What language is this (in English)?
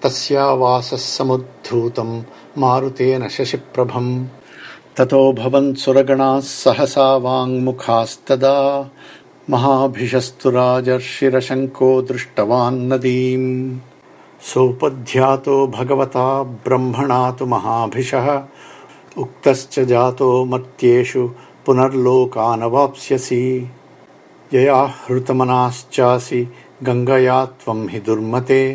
Sanskrit